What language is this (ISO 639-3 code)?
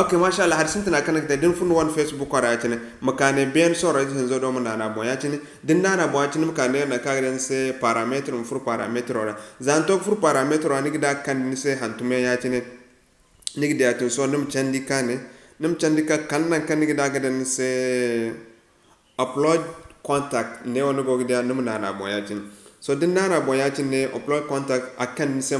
dje